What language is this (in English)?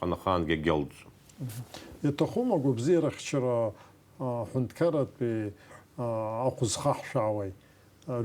Abkhazian